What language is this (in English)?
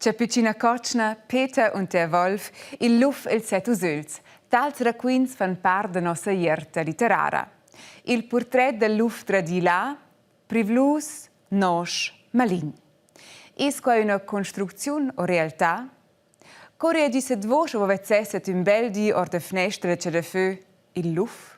Romansh